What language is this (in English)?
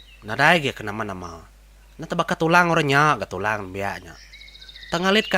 Iban